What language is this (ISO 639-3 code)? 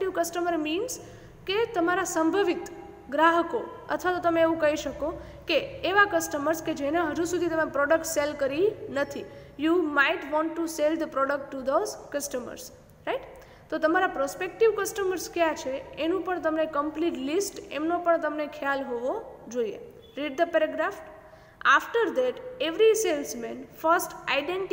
guj